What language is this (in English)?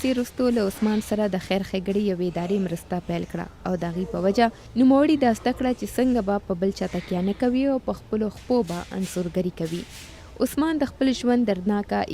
Pashto